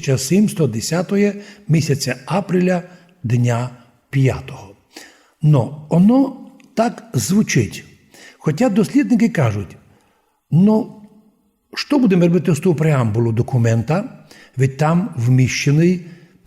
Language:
Rusyn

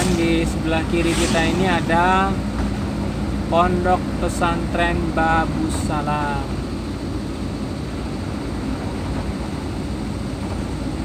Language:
Indonesian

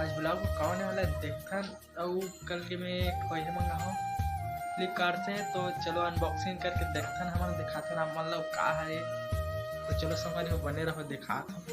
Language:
Chhattisgarhi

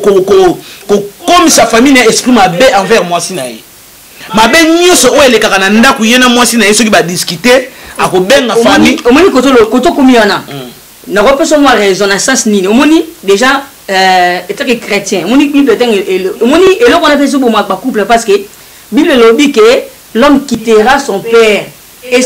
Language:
Lingala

